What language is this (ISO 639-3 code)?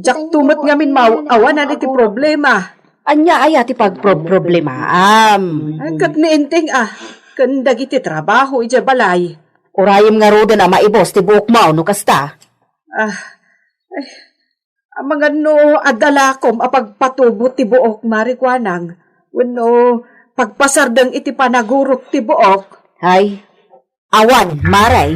ilo